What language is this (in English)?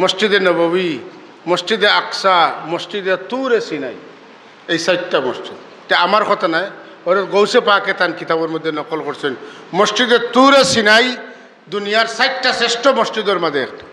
Sylheti